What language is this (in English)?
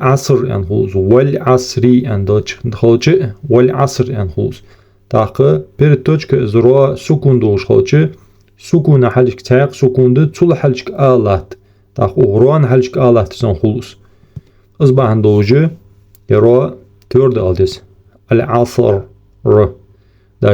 Ingush